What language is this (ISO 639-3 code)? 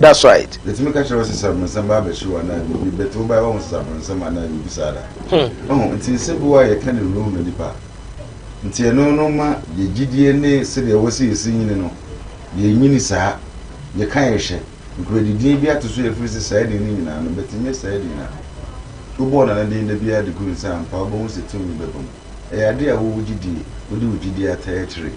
aka